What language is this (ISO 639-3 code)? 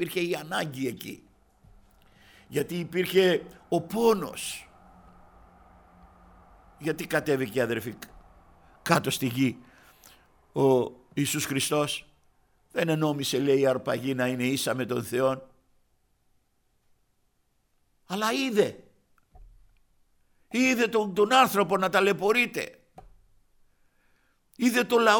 ell